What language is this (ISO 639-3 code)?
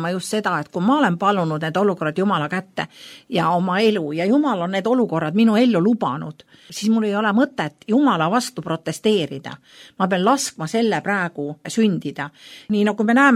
est